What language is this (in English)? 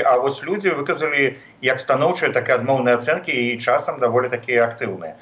Belarusian